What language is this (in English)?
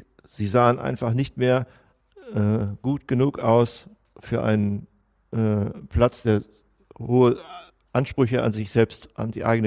German